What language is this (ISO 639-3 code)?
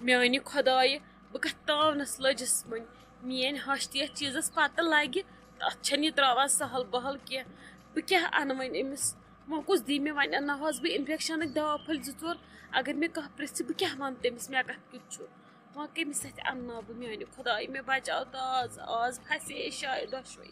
kas